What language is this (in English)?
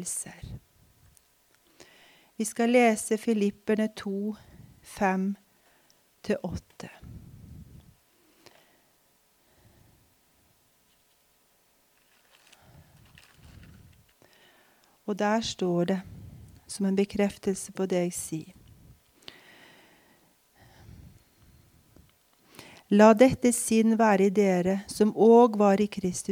Norwegian